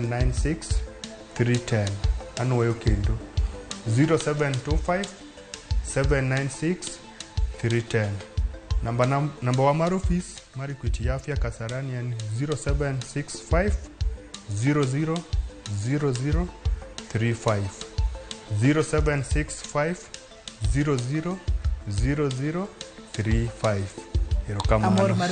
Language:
Luo (Kenya and Tanzania)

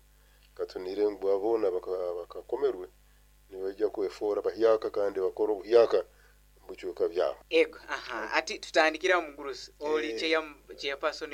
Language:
Nyoro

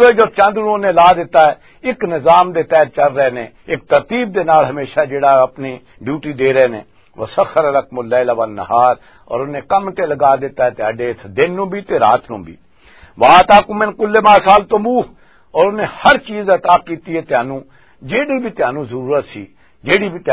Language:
Western Panjabi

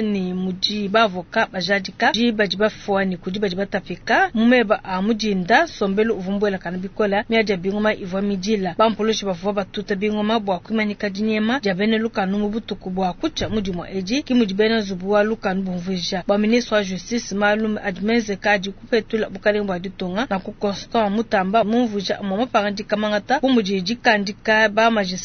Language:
Luba-Lulua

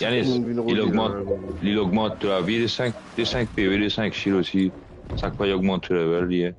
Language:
Morisyen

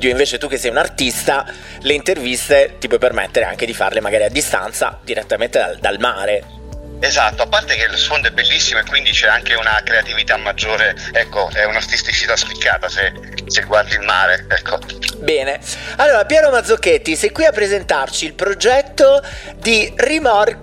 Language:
Italian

